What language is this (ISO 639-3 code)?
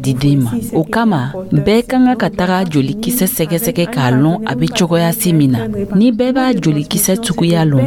dyu